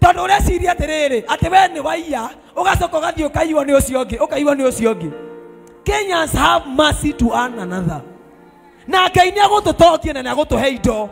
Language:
Kikuyu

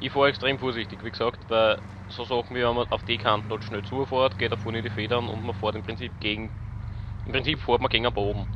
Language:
Bavarian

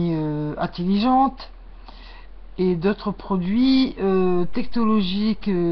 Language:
French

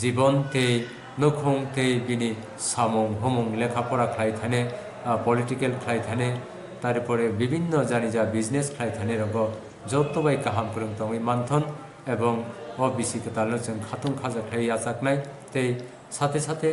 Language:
Kok Borok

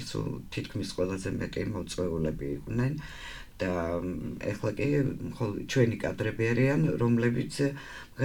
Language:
Georgian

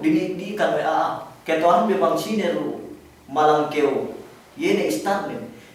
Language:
Yakan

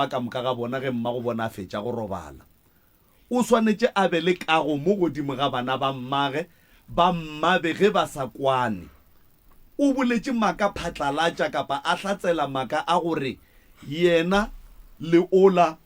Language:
Northern Sotho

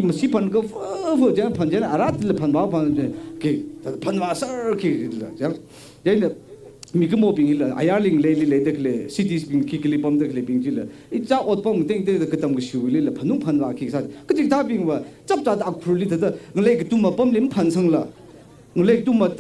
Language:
Tangkhul Naga (India)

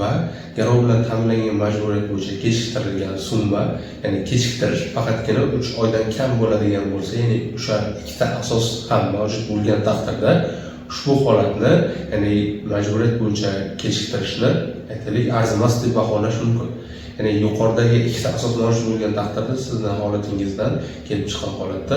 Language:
Uzbek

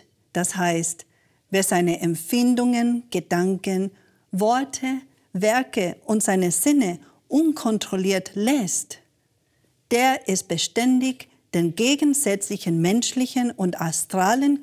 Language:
German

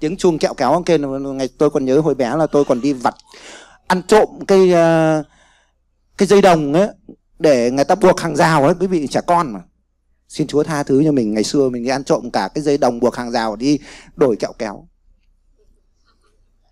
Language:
Vietnamese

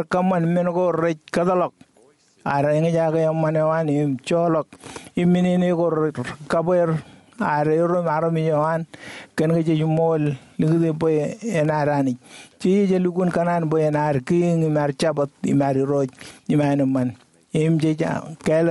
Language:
Marshallese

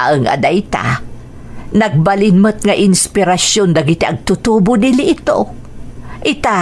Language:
Iloko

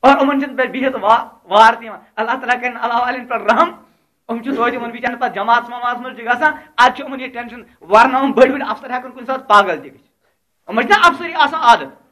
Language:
Kashmiri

